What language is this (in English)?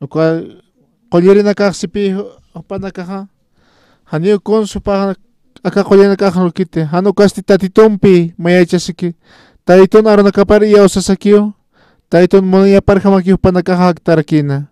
Aymara